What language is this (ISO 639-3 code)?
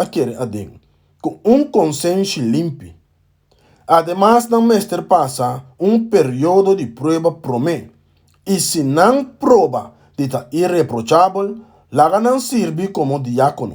pap